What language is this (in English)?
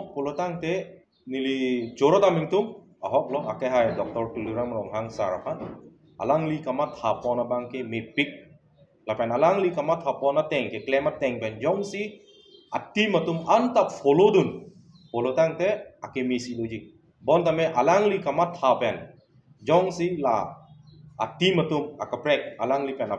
Karbi